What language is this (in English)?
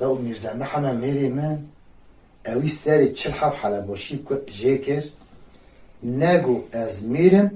Kurdish